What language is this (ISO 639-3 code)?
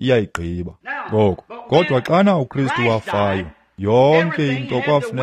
xho